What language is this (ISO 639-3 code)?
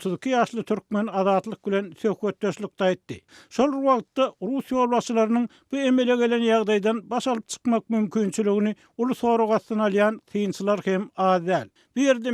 tuk